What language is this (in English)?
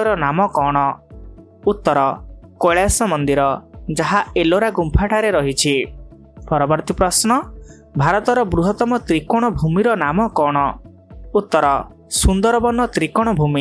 Odia